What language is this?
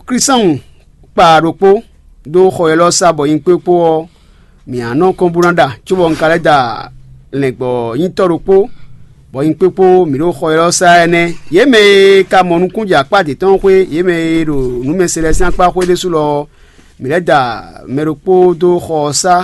Fon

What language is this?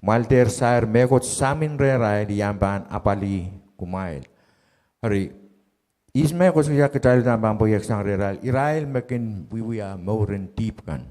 Pohnpeian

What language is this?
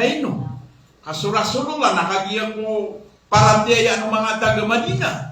Maranao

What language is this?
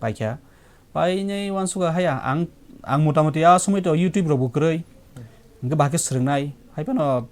Kok Borok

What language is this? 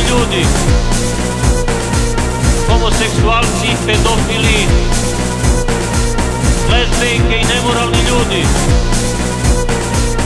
Serbian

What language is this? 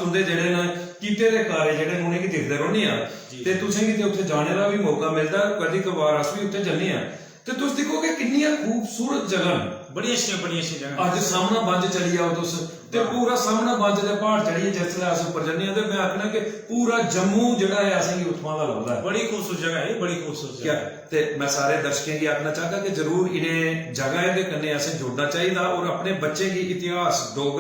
Dogri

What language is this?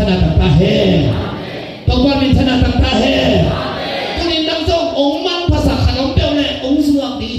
Tedim Chin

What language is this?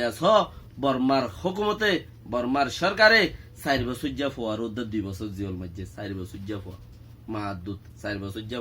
Rohingya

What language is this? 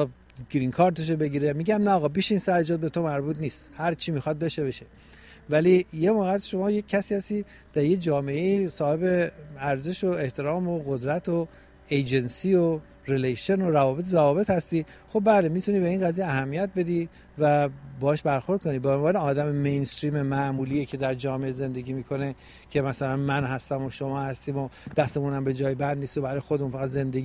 Persian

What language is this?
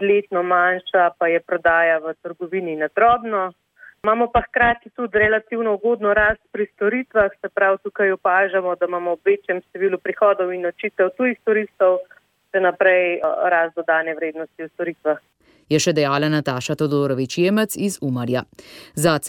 Slovenian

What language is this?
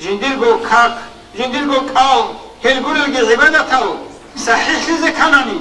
Avaric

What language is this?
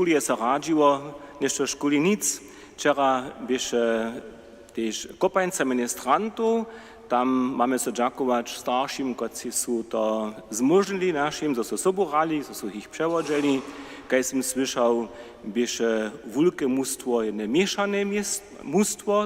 Upper Sorbian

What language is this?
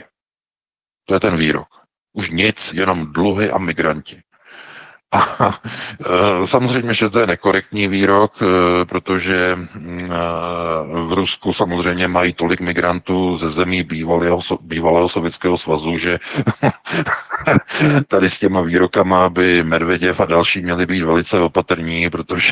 Czech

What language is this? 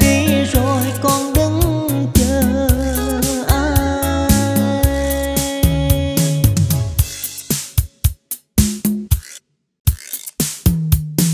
Vietnamese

